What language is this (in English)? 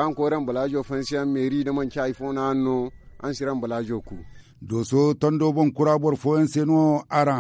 Zarma